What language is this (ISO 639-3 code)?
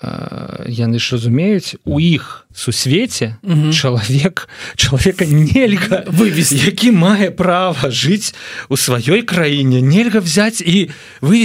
bel